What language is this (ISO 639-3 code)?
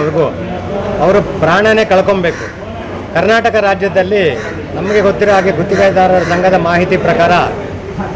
kan